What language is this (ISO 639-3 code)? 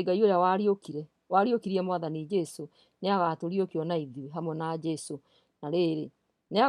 kik